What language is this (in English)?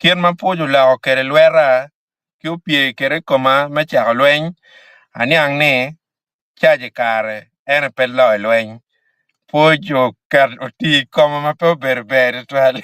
Acoli